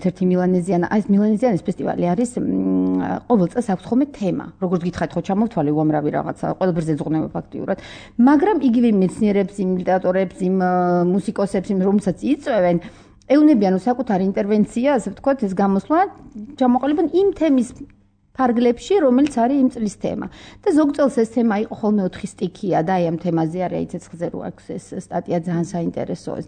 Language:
Georgian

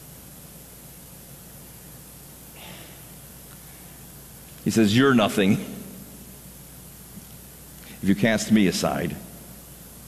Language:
English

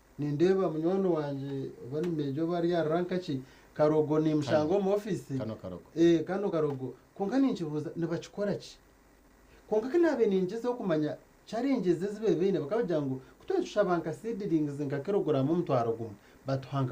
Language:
Nyankole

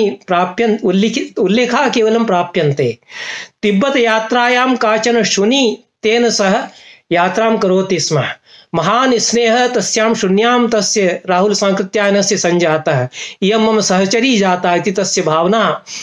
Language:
Sanskrit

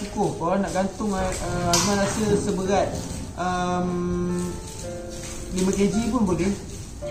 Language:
Malay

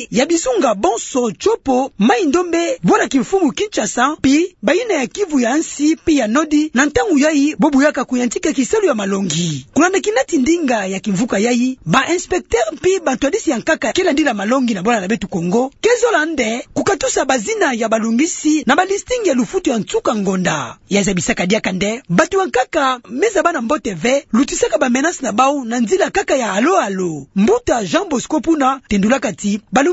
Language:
Kituba (Democratic Republic of Congo)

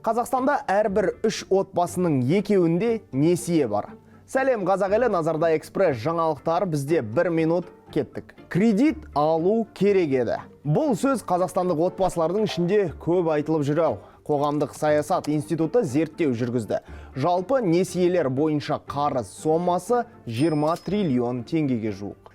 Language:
Kazakh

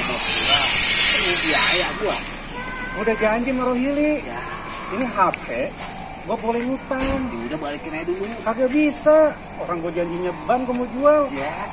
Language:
Betawi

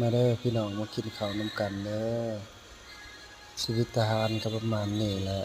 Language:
Lao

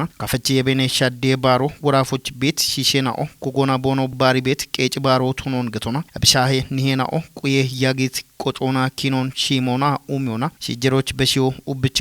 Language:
Kafa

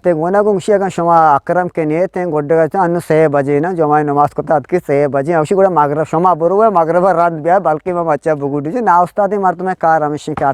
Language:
Eastern Balochi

